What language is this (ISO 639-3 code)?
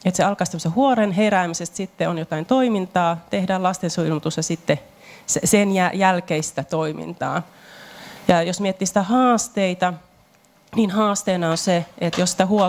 fin